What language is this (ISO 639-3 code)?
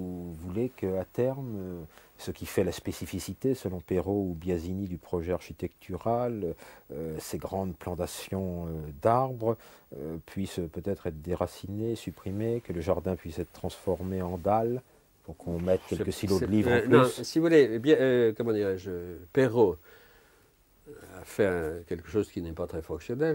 fra